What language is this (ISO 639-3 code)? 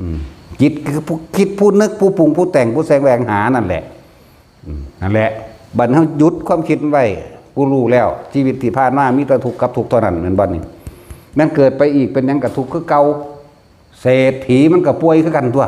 tts